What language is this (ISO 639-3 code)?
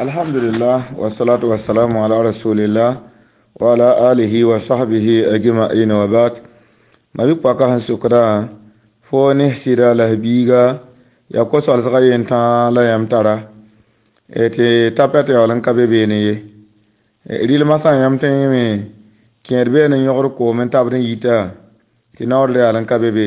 mos